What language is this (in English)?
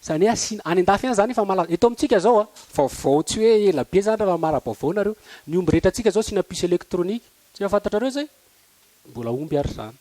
Malagasy